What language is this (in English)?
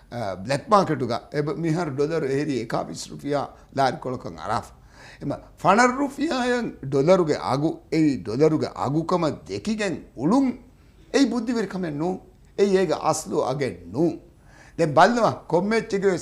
Divehi